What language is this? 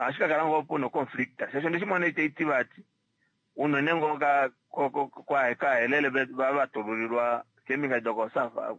Kuanyama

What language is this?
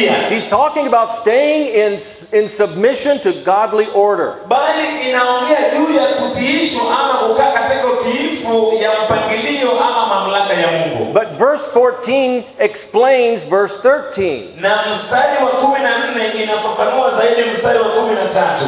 Swahili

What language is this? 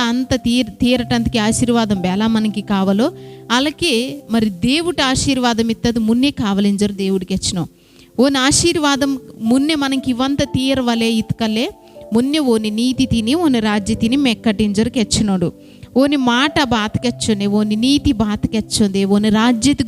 Koya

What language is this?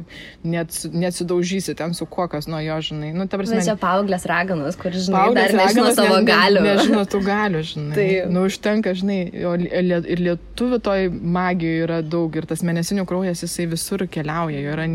Lithuanian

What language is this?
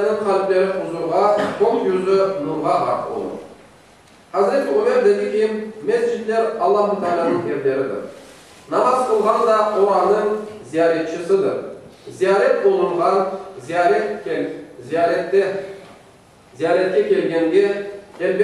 Crimean Tatar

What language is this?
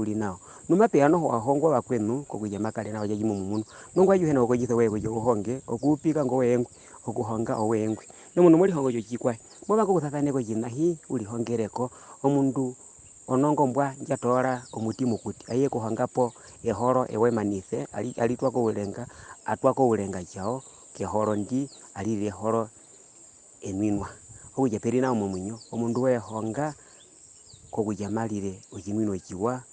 Herero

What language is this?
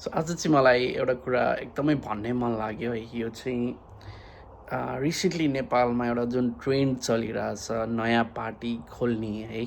Nepali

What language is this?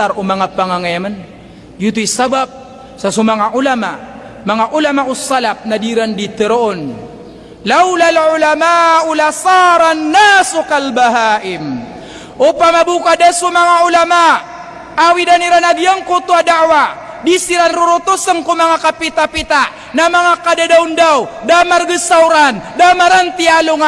Maranao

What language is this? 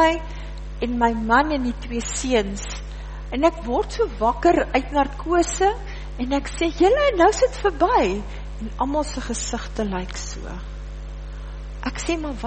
Afrikaans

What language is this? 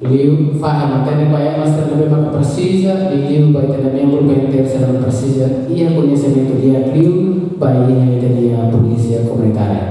Tetum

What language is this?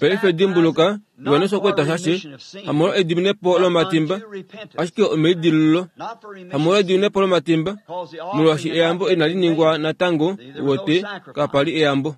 Kuanyama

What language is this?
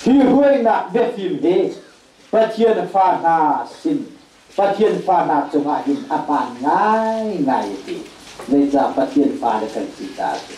Hakha Chin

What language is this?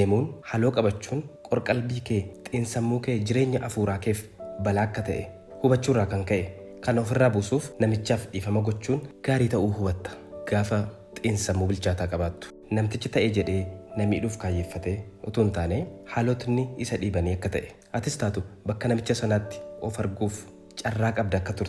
Oromo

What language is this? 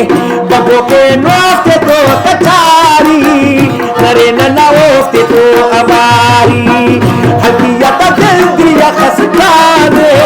Brahui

